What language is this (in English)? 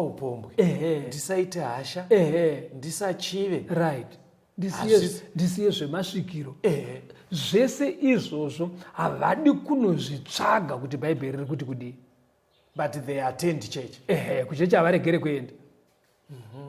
Shona